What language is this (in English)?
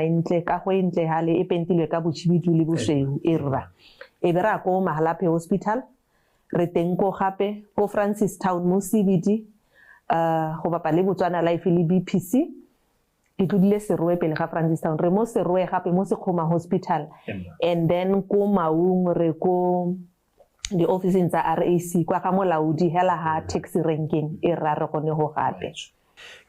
Tswana